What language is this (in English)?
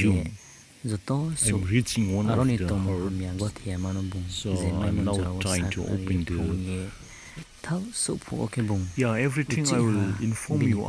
Riang (India)